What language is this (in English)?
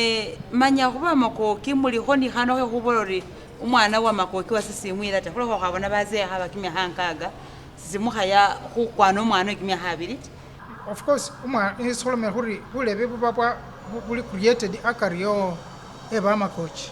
Masaaba